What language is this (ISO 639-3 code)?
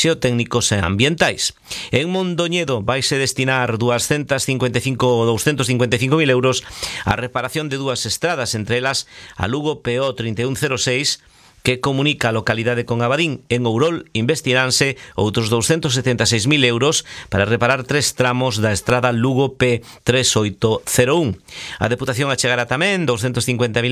glg